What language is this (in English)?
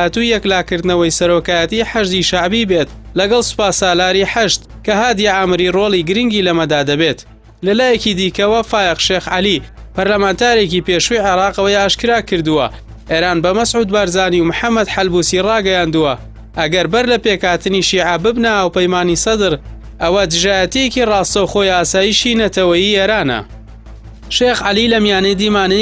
Central Kurdish